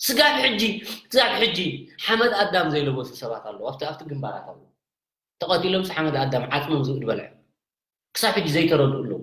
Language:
Tigrinya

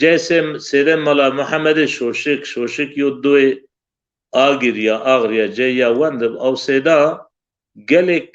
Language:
Zaza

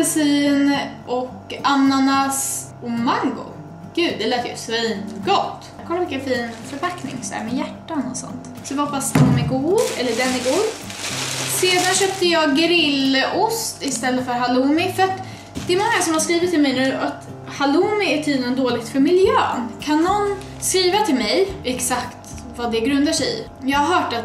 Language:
Swedish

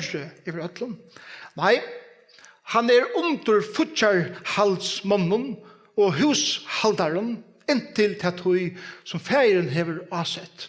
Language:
Faroese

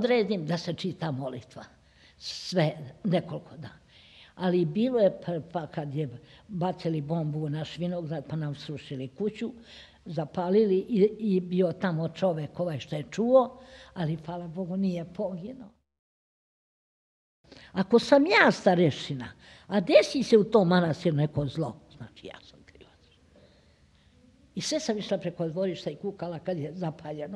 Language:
Serbian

